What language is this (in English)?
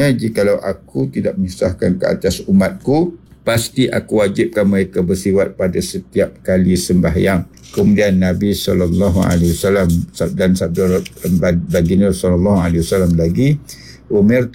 Malay